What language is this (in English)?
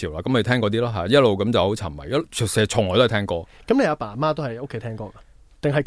Cantonese